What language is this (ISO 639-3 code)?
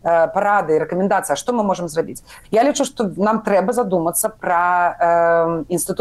bel